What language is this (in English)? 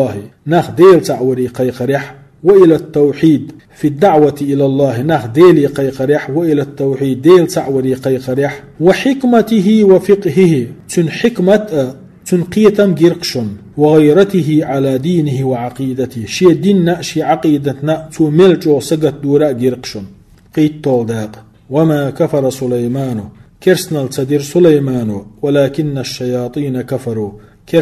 Chechen